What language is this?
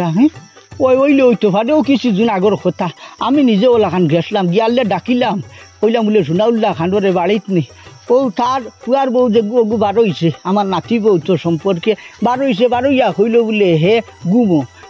Sylheti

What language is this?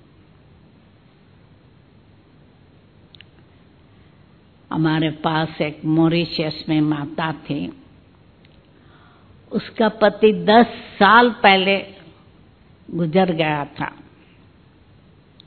Hindi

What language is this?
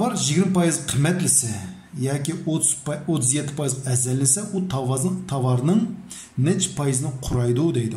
Uyghur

